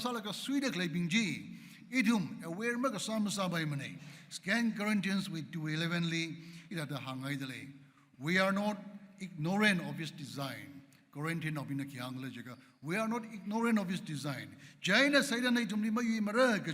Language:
Tangkhul Naga (India)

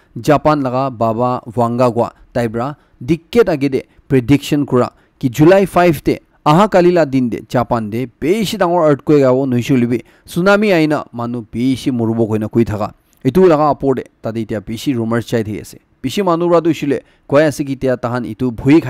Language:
Naga Pidgin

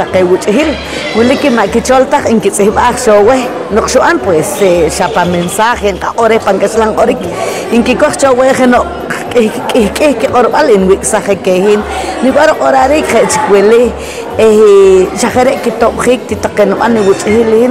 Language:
Poqomchi'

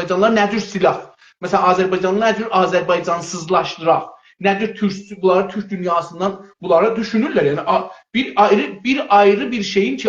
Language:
South Azerbaijani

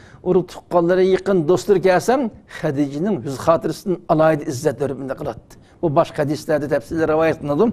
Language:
Uyghur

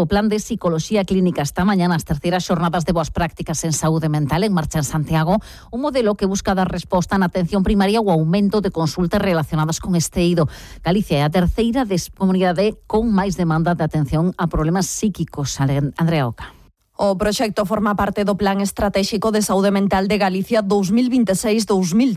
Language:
Galician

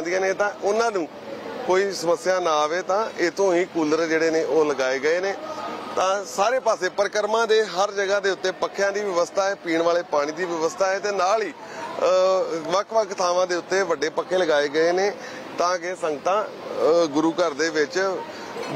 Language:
Punjabi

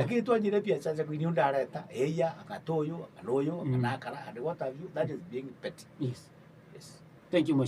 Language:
Meru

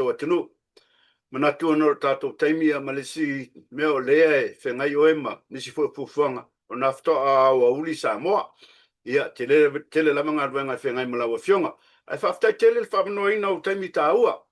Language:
Samoan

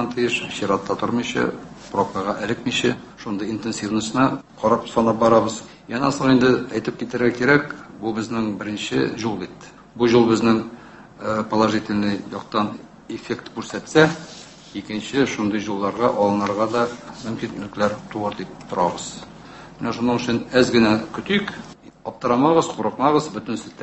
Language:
Tatar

